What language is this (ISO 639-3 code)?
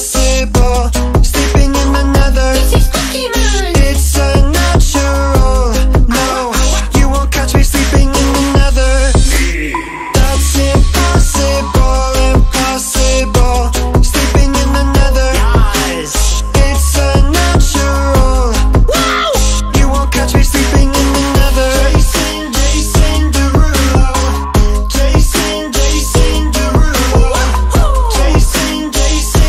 eng